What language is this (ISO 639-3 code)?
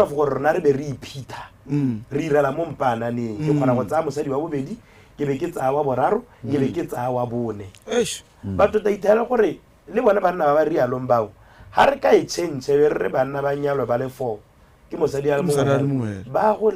tsn